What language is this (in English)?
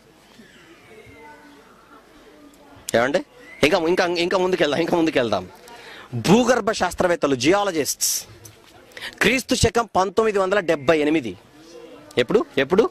Telugu